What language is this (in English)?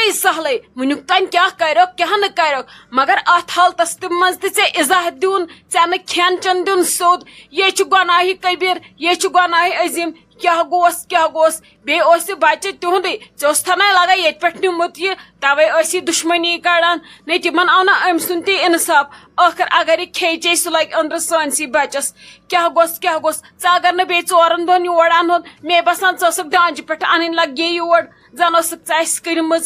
Kashmiri